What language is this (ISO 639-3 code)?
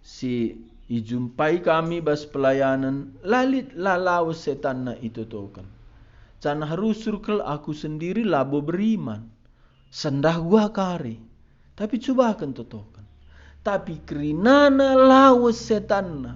btx